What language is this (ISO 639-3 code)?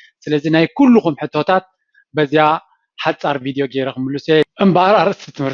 tir